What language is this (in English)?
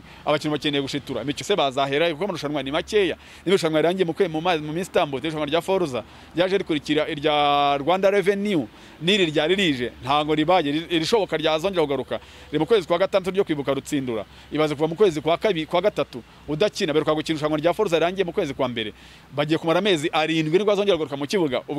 Kinyarwanda